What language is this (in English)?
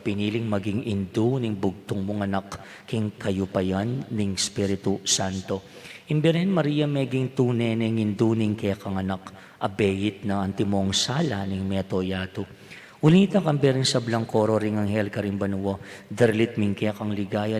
Pampanga